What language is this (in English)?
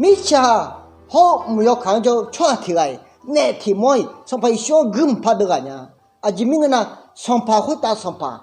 Akha